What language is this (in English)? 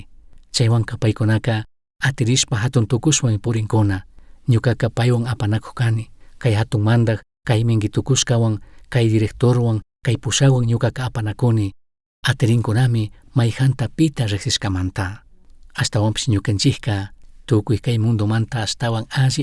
Chimborazo Highland Quichua